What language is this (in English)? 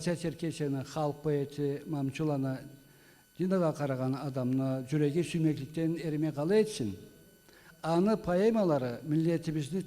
Karachay-Balkar